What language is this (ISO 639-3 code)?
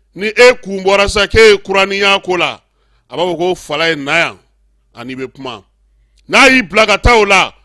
bam